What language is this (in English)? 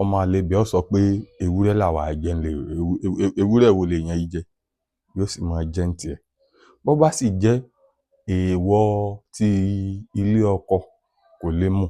Yoruba